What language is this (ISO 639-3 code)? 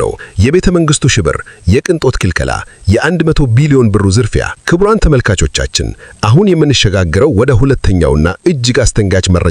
amh